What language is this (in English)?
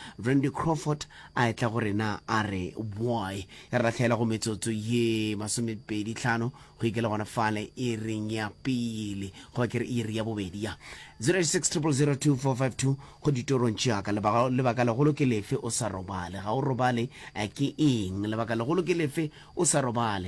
Northern Sotho